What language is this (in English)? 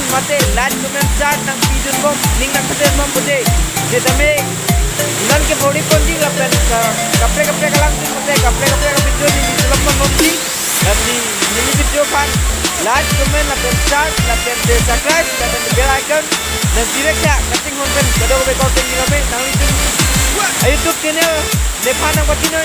Karbi